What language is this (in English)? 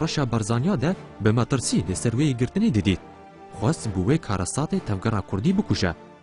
Kurdish